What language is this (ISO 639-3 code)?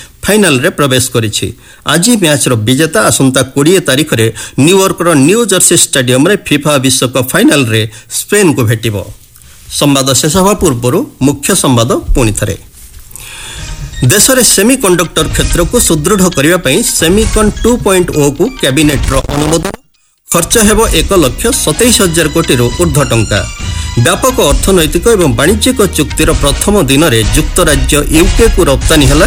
ori